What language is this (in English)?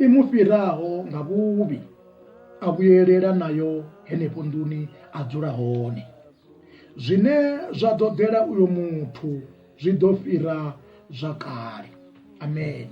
Venda